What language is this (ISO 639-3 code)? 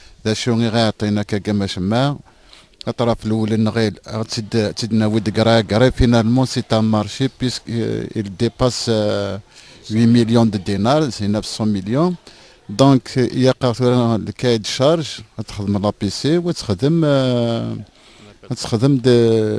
kab